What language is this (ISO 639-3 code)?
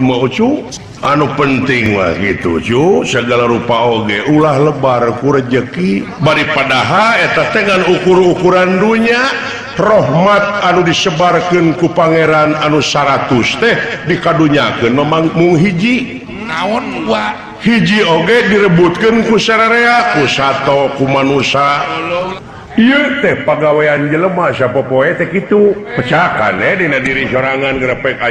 sun